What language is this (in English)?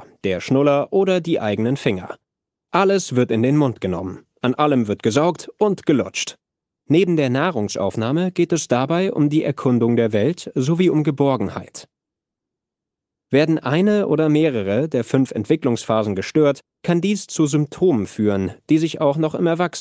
German